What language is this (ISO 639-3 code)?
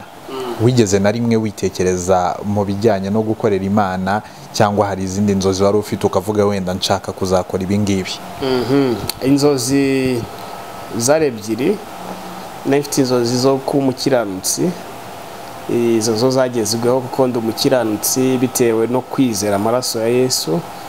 kin